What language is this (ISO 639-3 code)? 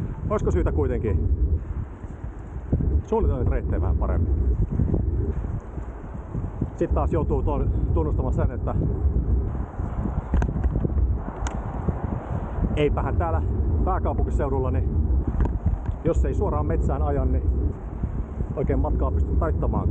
fin